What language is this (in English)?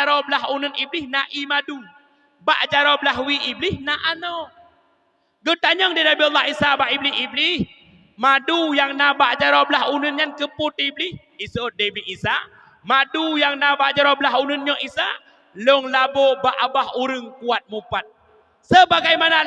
Achinese